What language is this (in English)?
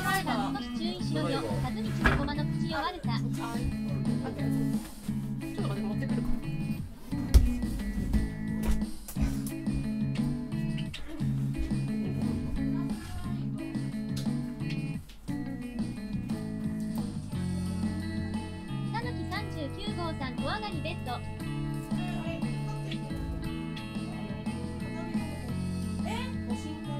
Japanese